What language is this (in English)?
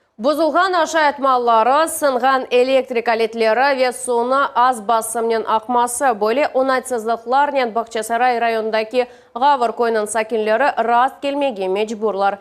Crimean Tatar